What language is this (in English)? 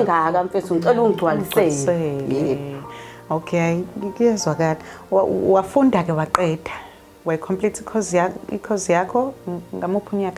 Zulu